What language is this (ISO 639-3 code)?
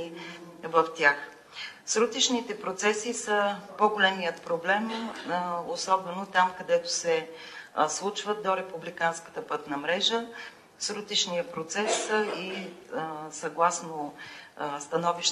bul